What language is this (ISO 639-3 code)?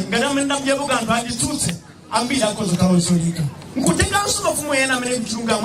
nya